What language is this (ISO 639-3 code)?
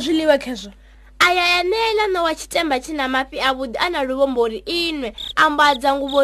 ven